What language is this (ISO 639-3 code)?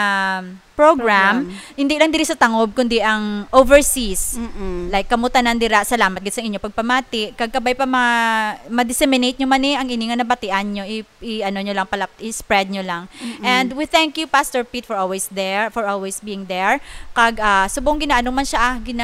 hil